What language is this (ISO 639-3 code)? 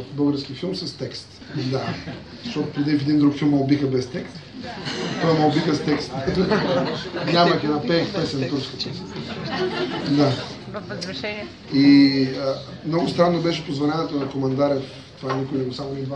bul